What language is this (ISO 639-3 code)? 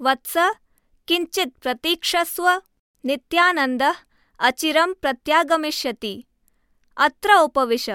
san